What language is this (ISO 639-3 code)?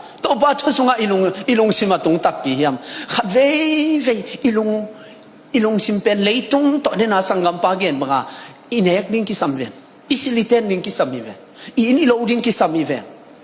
ctd